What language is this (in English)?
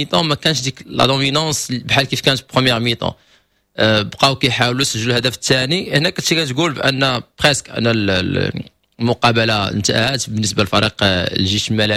Moroccan Arabic